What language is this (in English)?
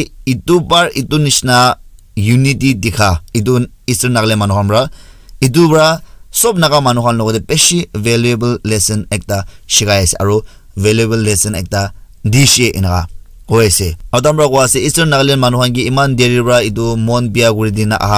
Naga Pidgin